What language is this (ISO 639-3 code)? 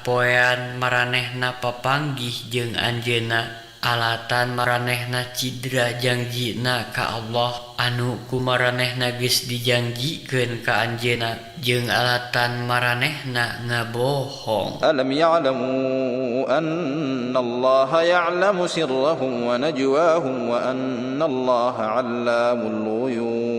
sun